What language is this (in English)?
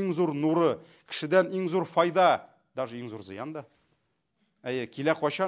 Tatar